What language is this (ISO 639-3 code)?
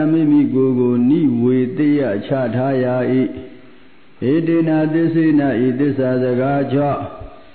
mya